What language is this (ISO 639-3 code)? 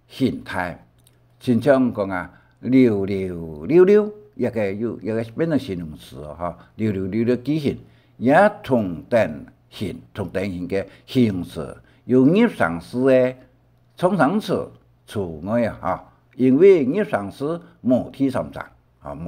hak